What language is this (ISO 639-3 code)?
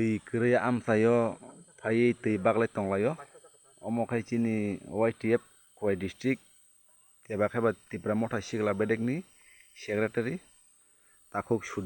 trp